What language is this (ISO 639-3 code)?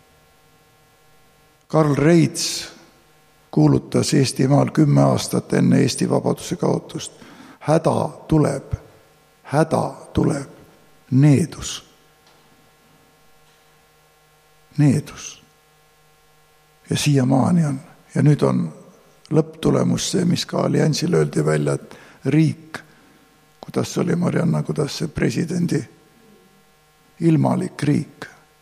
est